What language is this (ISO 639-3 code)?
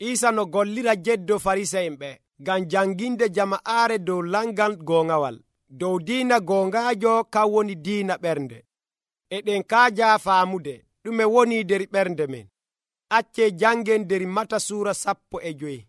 fuv